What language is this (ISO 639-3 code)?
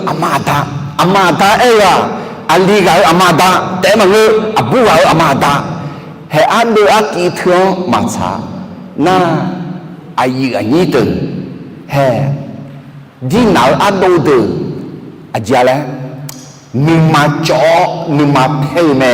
ahk